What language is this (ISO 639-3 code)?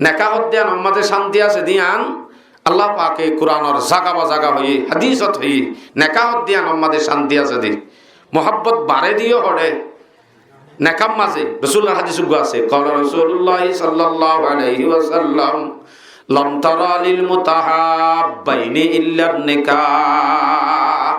rhg